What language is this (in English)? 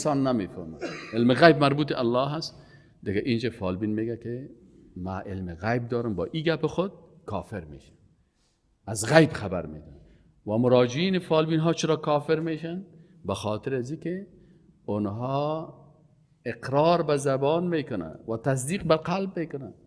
Persian